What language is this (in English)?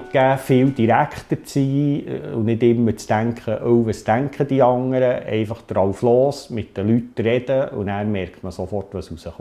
Swiss German